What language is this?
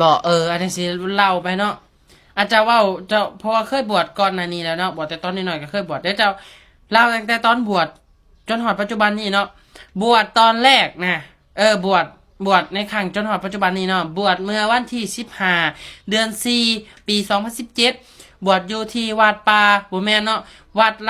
Lao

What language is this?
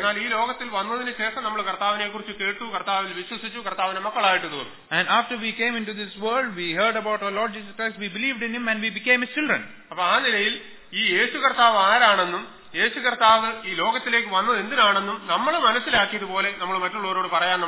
Malayalam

